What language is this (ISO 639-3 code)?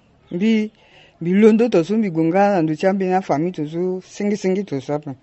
sag